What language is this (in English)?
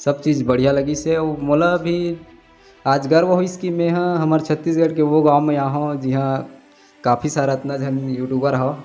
Chhattisgarhi